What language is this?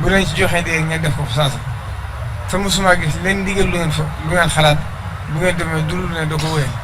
Wolof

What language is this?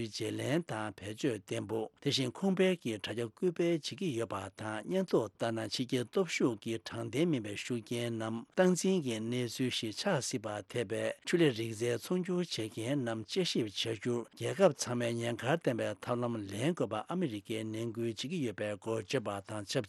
Tibetan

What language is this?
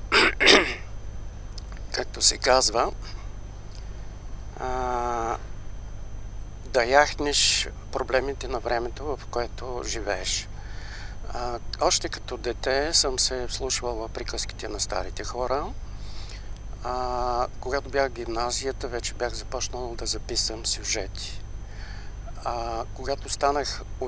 Bulgarian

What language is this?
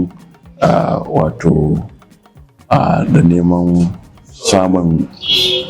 Hausa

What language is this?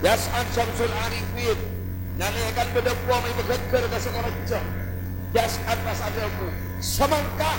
Madurese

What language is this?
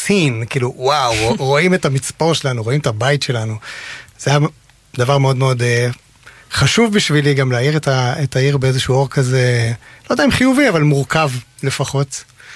Hebrew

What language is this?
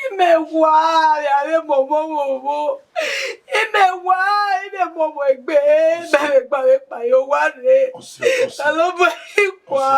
Bini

